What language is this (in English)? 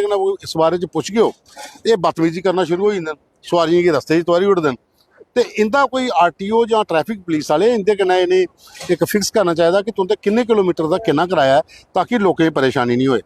Dogri